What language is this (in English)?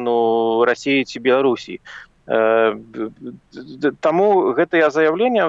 Belarusian